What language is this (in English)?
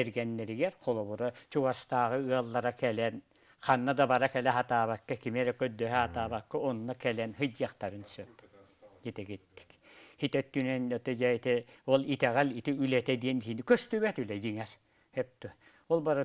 Yakut